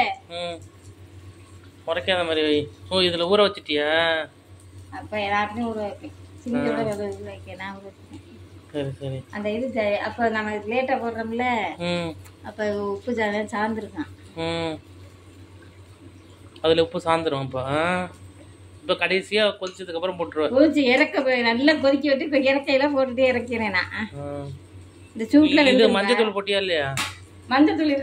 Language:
Tamil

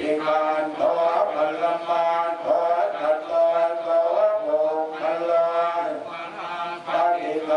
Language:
Pali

